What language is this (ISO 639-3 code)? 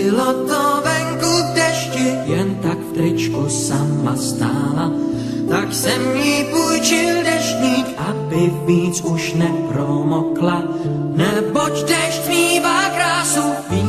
ces